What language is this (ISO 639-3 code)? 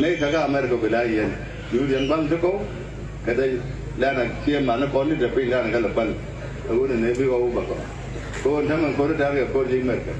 nus